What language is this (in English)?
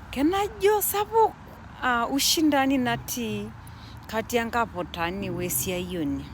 Masai